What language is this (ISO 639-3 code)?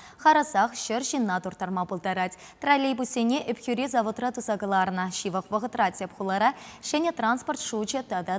chv